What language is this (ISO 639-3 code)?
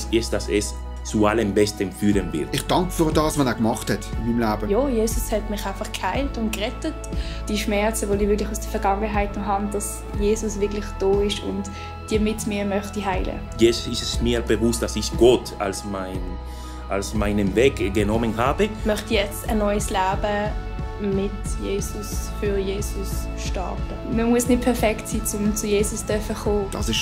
gsw